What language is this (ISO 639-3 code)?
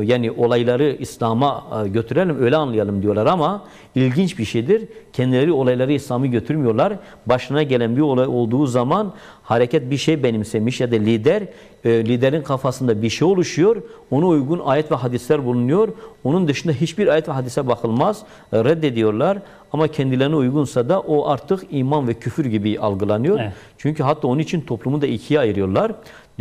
tur